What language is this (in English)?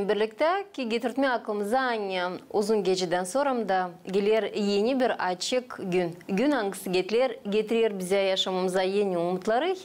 Gagauz